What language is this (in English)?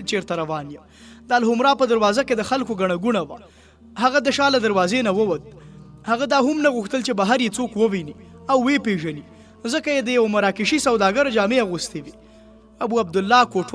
Pashto